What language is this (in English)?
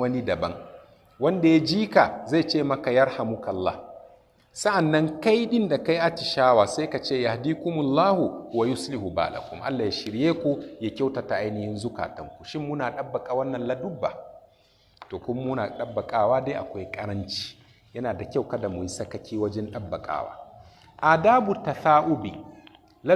Hausa